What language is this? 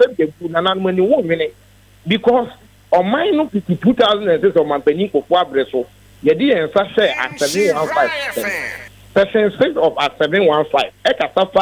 Akan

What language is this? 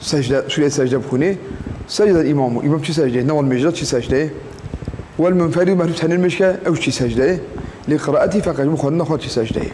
Kurdish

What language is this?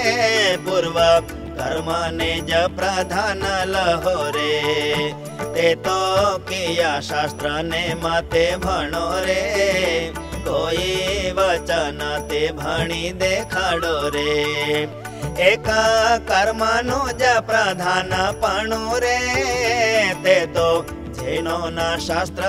Gujarati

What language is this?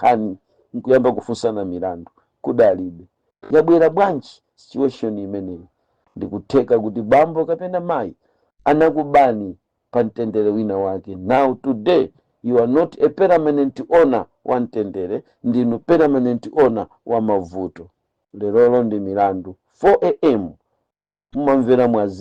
Nyanja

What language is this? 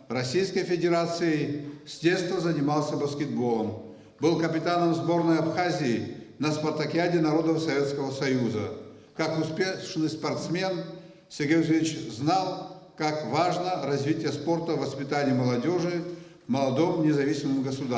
Abkhazian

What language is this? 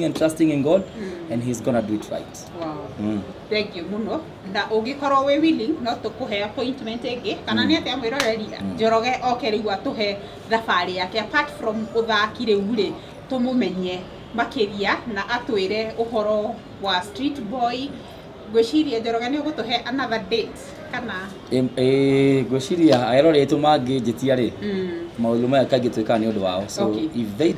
Kikuyu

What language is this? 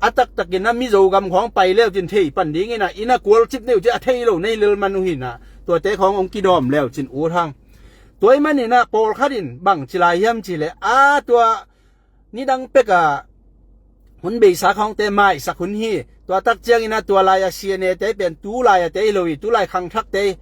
Tedim Chin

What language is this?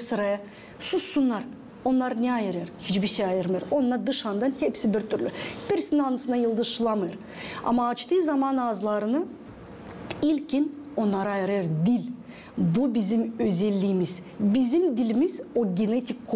Gagauz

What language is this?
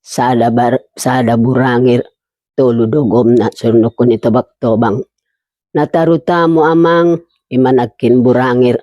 Batak Toba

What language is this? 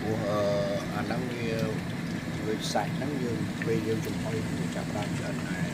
Khmer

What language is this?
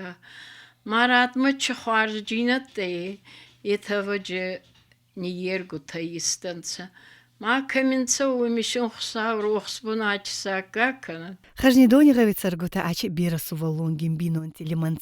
Ossetic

